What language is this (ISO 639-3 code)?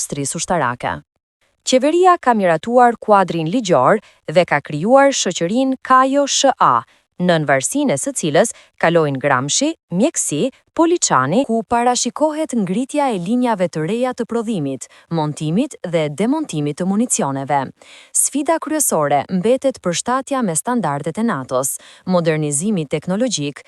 sqi